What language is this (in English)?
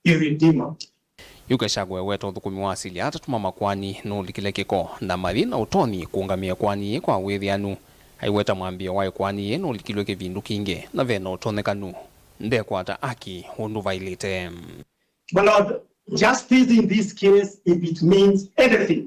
Kamba